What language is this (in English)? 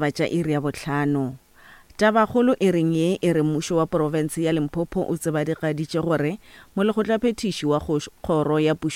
Northern Sotho